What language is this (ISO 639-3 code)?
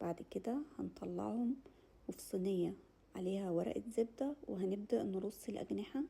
arz